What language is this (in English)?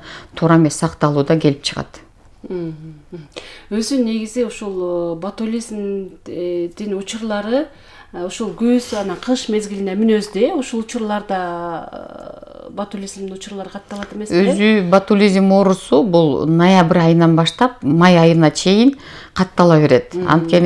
Kyrgyz